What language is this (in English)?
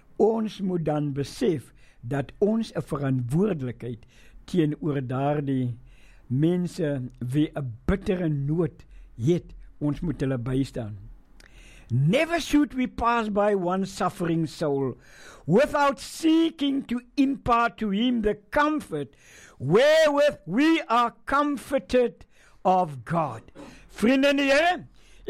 Afrikaans